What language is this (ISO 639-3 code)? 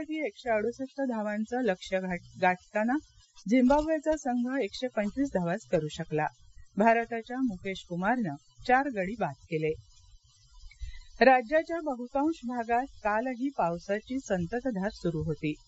mar